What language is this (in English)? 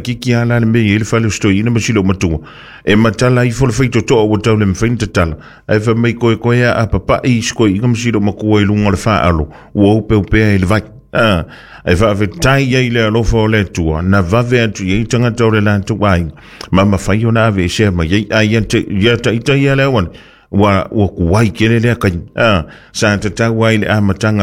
Samoan